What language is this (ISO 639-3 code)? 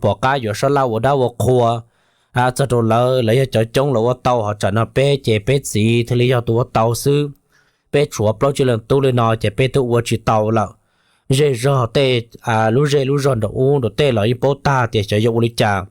hmn